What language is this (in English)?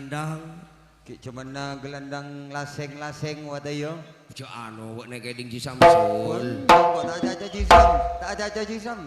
Madurese